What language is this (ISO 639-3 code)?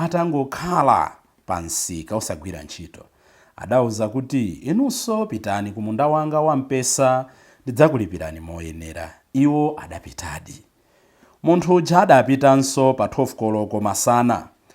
nya